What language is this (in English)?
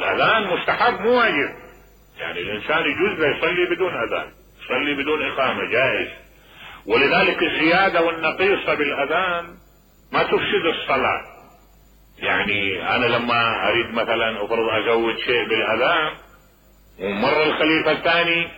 Mesopotamian Arabic